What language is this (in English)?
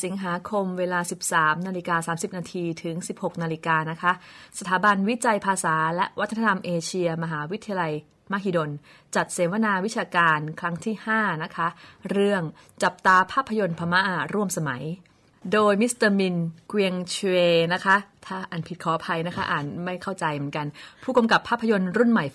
Thai